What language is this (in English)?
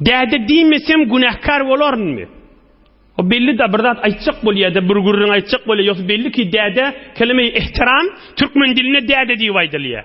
Turkmen